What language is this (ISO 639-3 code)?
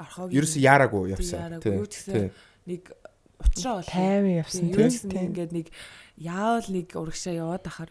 mon